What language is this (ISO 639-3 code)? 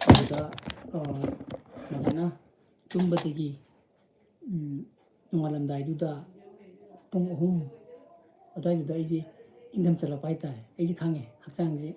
mni